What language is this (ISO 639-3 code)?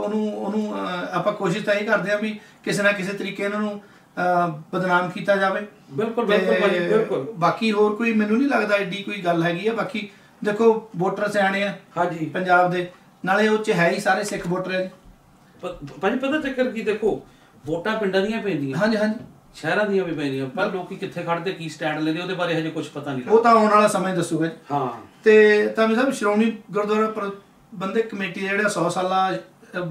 pan